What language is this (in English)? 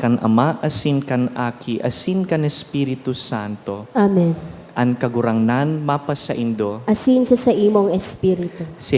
Bikol